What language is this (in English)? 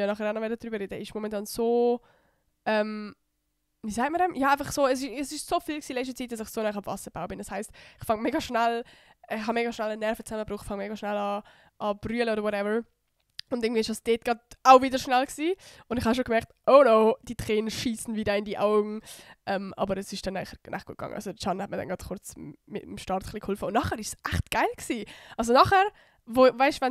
Swiss German